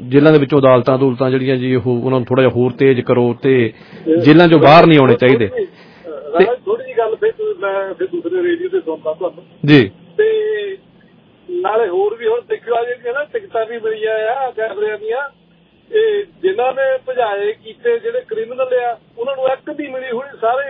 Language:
Punjabi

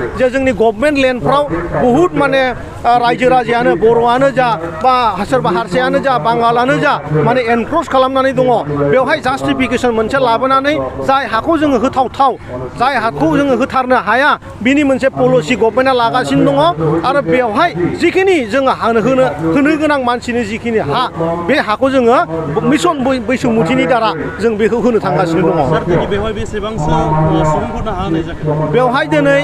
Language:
Bodo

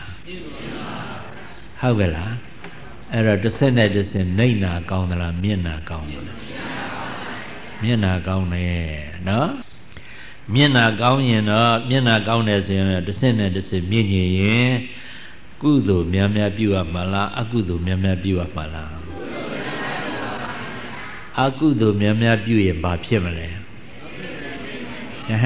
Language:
Burmese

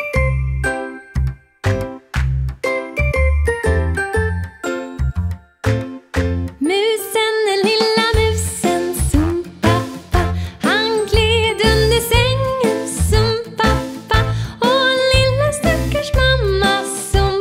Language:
Swedish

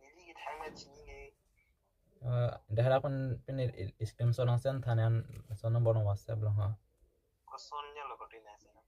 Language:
Karbi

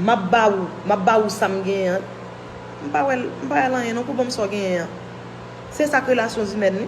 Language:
Haitian Creole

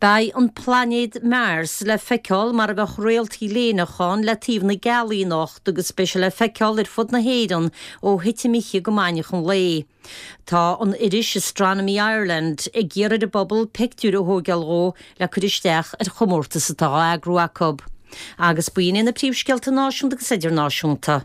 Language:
Irish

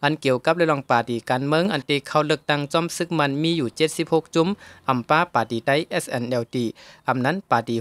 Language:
Shan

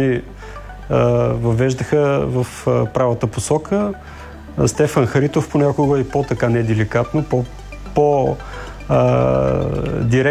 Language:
Bulgarian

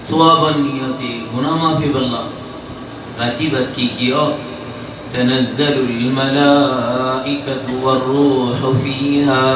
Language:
Rohingya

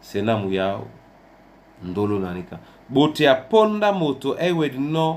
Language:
Duala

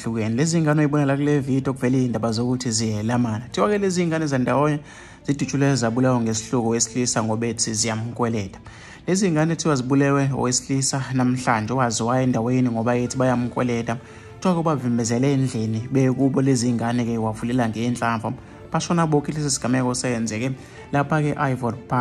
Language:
Zulu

